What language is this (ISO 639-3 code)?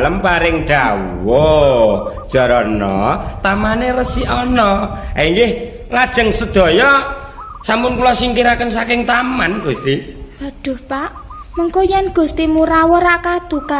jav